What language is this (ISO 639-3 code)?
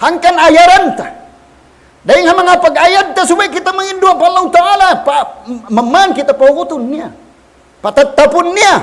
tsg